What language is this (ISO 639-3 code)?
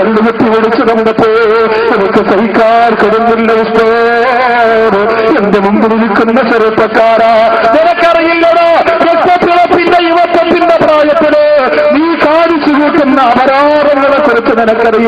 mal